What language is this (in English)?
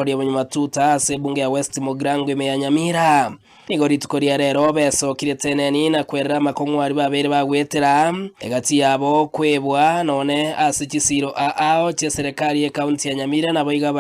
Gusii